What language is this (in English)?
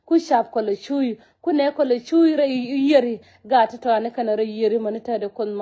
Nuer